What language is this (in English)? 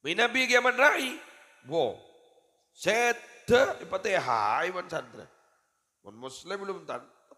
Madurese